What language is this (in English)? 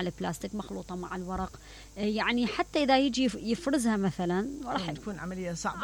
Mesopotamian Arabic